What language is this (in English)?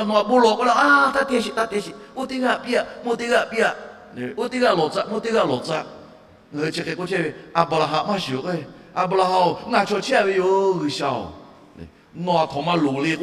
Lahu